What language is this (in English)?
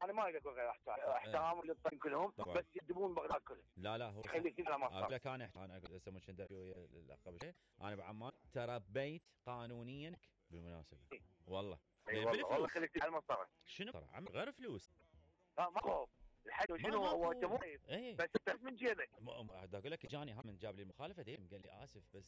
Mesopotamian Arabic